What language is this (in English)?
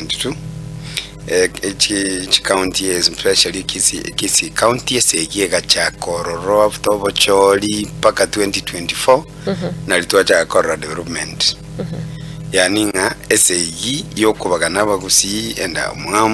Gusii